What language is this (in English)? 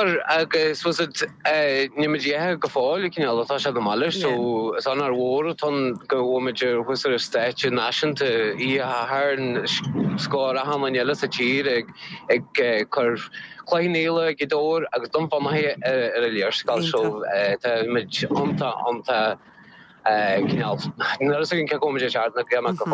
Irish